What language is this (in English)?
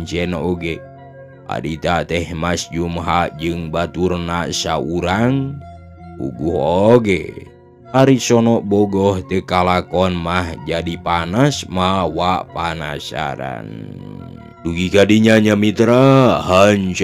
Sundanese